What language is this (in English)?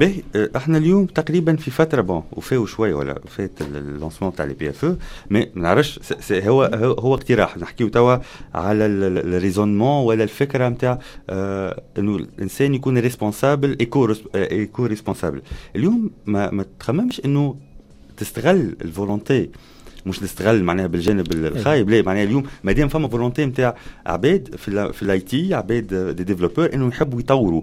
Tunisian Arabic